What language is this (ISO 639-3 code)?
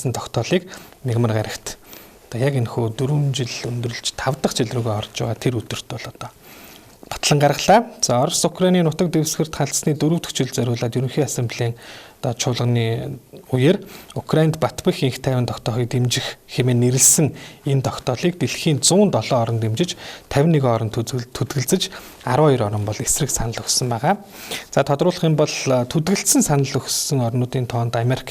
mon